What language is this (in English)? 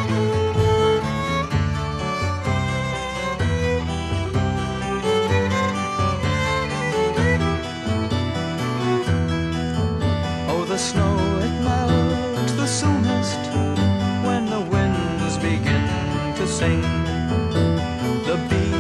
English